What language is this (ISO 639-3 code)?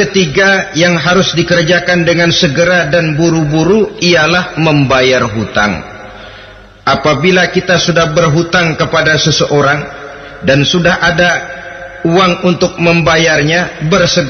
ind